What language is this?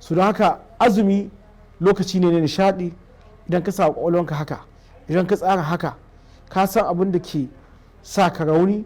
Hausa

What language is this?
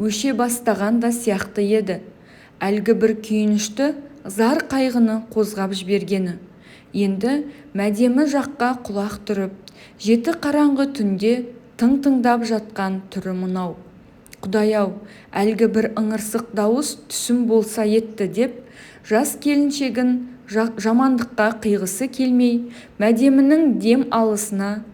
Kazakh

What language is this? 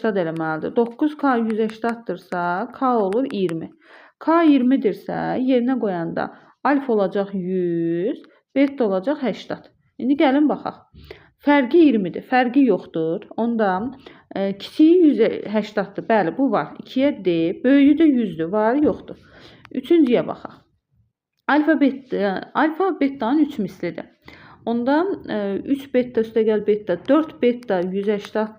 Azerbaijani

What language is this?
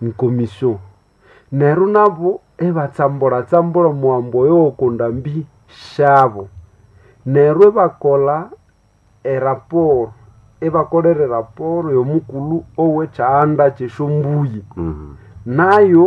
Nande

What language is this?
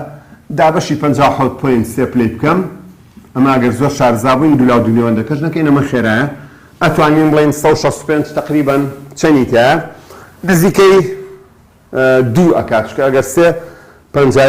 Central Kurdish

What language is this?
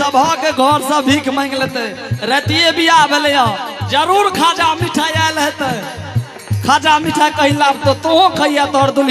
Angika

